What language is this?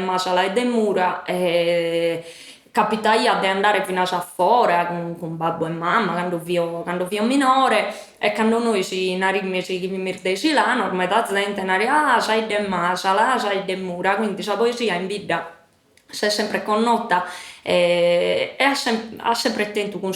Sardinian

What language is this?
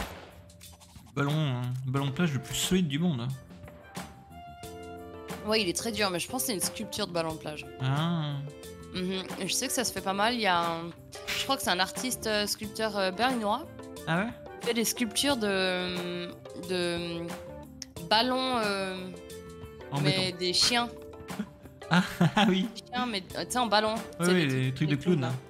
French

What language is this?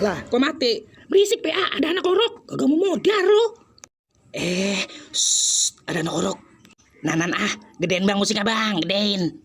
Betawi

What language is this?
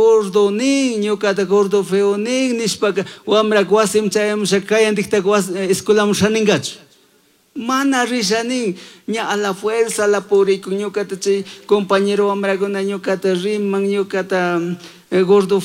Chimborazo Highland Quichua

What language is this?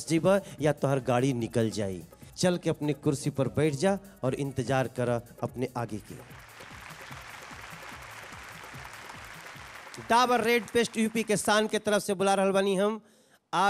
Bhojpuri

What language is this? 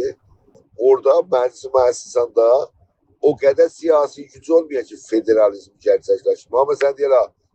South Azerbaijani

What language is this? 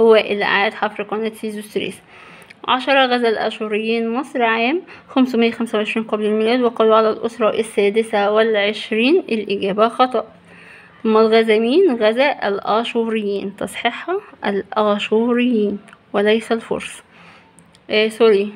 Egyptian Arabic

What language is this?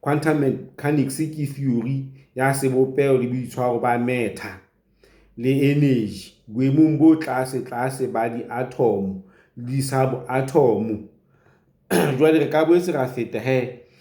Southern Sotho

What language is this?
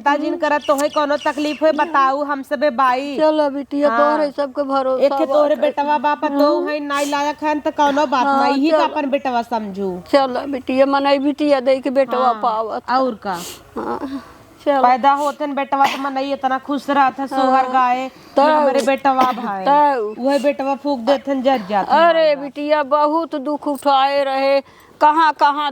Awadhi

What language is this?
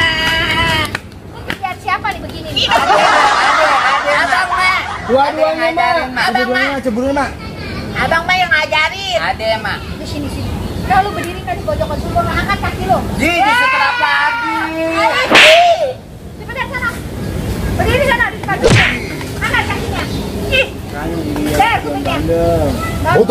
Betawi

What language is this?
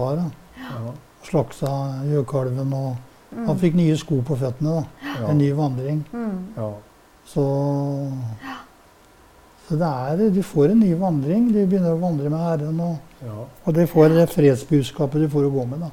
Norwegian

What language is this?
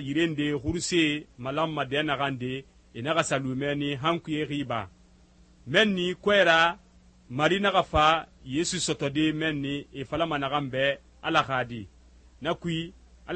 Susu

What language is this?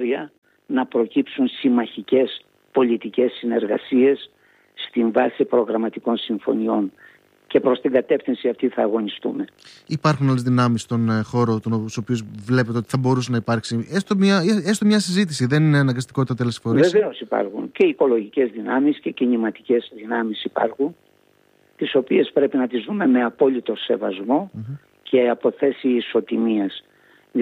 Greek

